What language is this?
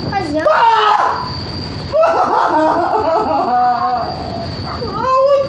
Chinese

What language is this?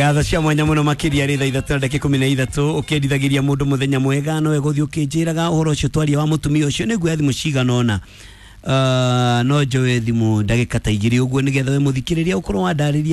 Kikuyu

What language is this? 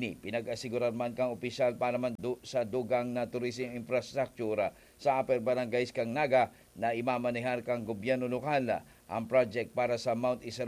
Bikol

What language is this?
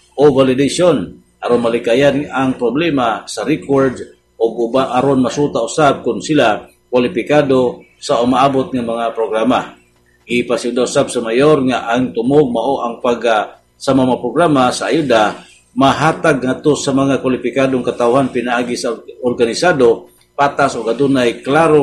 Cebuano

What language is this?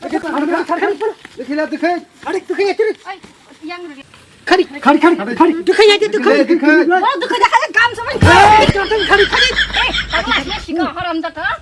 Kok Borok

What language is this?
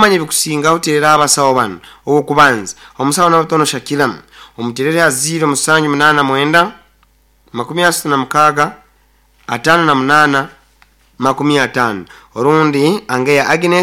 Nyoro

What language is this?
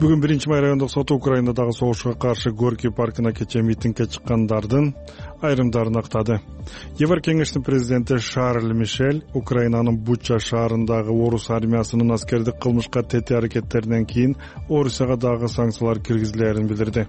Kyrgyz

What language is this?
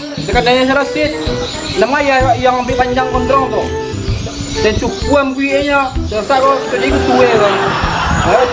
Minangkabau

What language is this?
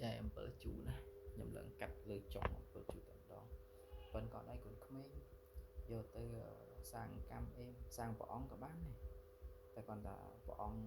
Khmer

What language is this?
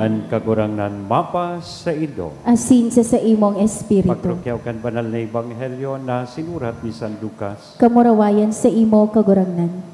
Bikol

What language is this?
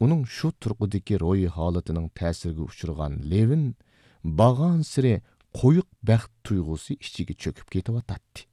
Uyghur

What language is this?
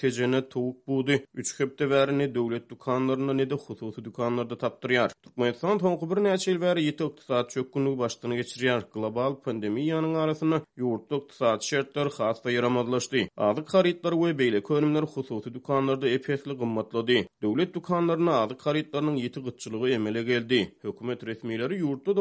Turkmen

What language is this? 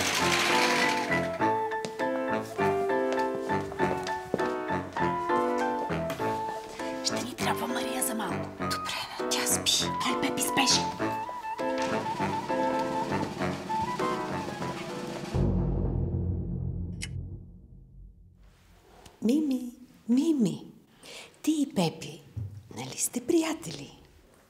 Bulgarian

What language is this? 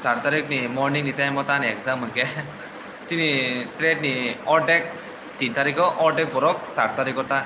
Kok Borok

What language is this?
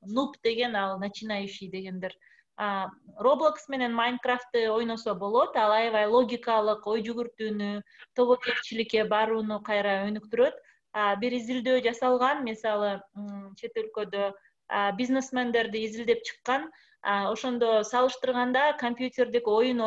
Kyrgyz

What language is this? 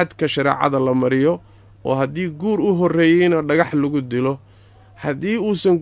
Somali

